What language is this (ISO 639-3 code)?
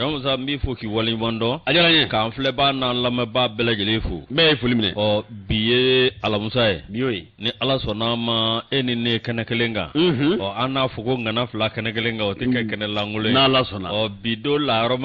bam